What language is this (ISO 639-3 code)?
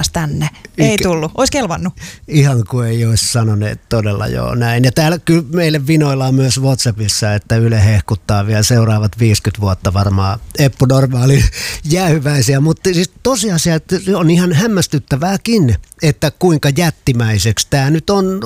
fin